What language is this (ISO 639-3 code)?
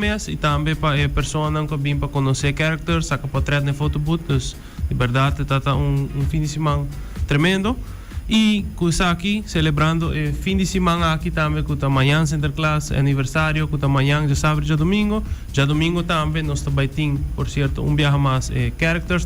pap